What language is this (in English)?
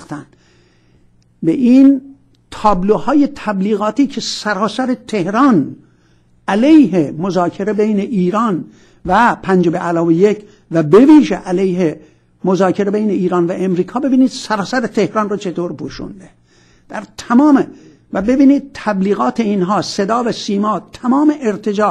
Persian